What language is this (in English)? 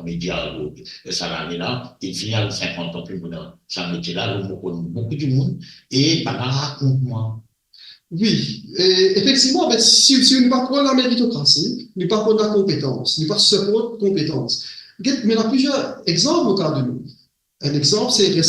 Morisyen